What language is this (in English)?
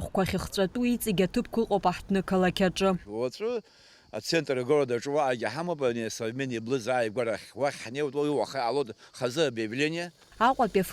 Abkhazian